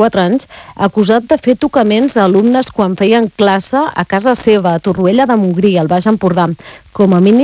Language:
Catalan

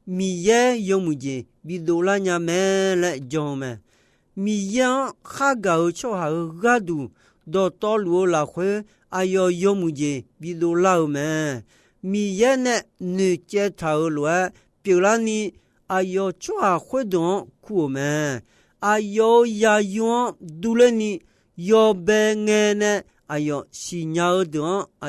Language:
Akha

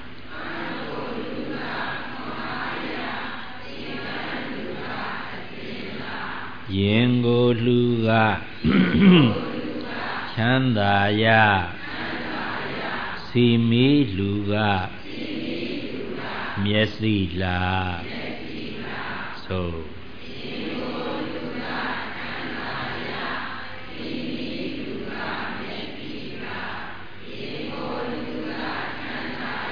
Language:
Burmese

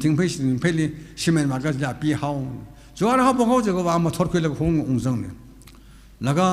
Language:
Tangkhul Naga (India)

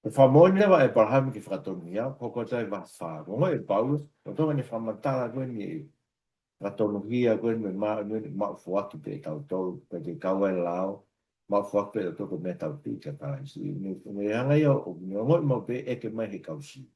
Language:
Tongan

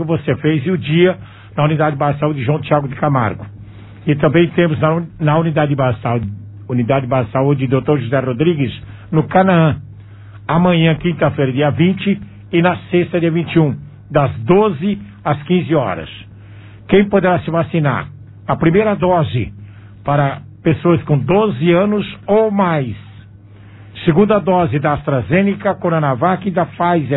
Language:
Portuguese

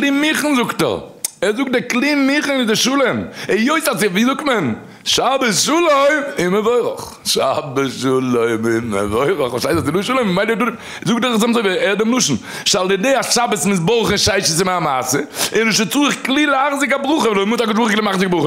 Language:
Yiddish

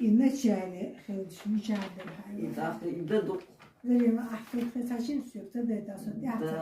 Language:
Chechen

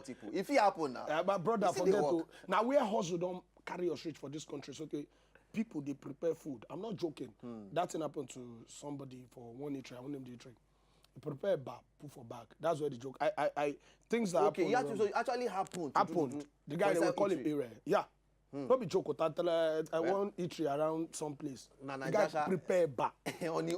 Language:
Nigerian Pidgin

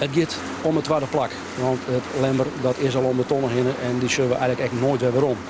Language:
Western Frisian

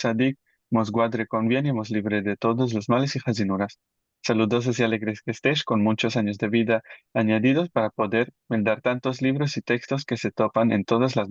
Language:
Ladino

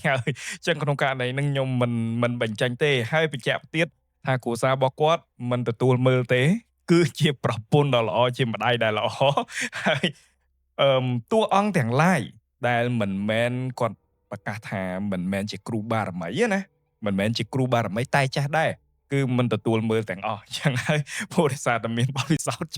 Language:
Khmer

